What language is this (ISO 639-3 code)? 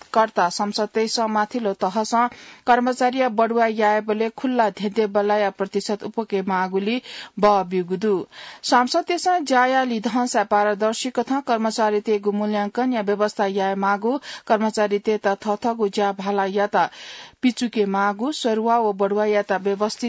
new